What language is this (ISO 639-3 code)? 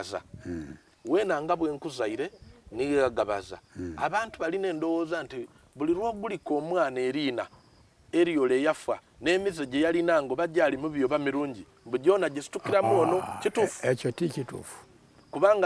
xog